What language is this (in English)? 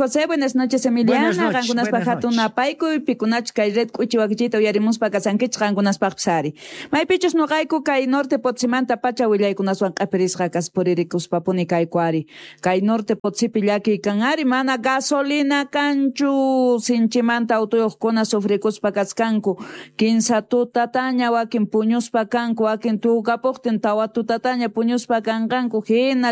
Quechua